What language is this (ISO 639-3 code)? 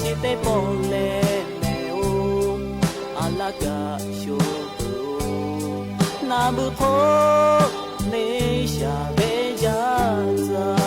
lhu